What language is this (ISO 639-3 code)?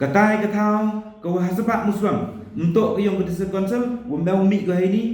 pbv